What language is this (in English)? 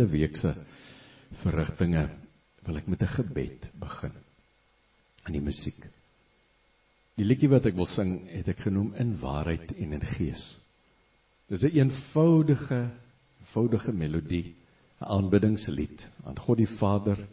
Afrikaans